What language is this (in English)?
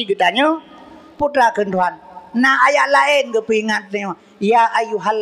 Achinese